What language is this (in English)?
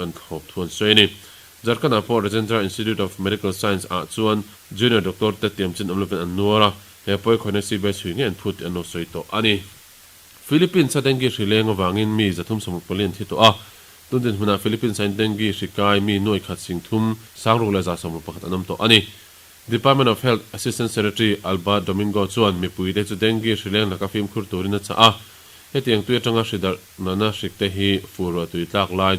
Mizo